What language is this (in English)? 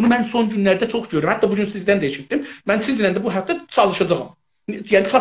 South Azerbaijani